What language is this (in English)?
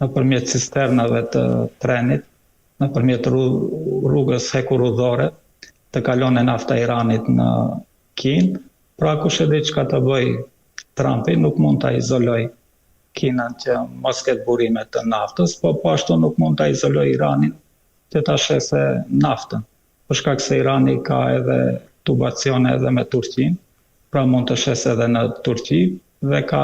Albanian